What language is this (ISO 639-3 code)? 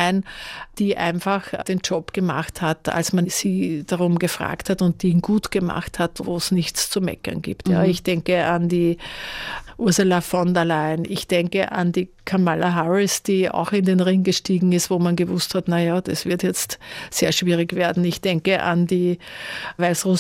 deu